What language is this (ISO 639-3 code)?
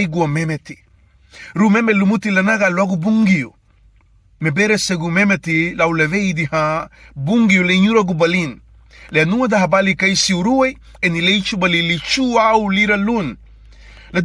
cab